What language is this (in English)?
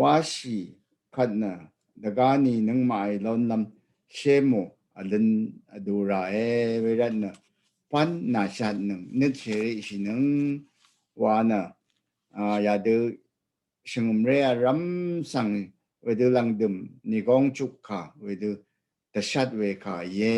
Rawang